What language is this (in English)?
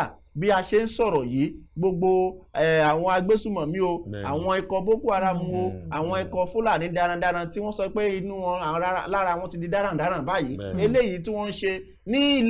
Yoruba